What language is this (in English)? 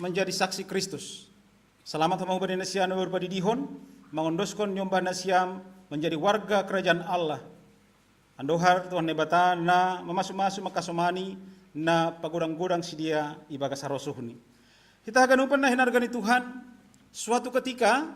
Batak Simalungun